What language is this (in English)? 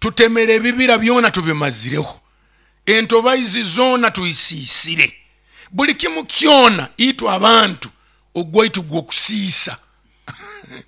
Nyoro